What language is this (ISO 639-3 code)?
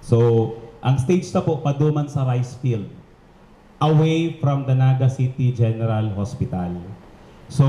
bik